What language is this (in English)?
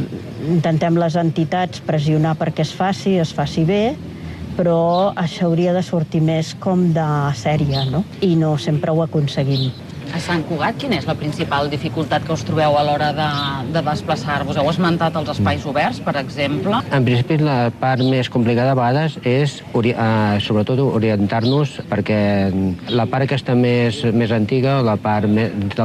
Catalan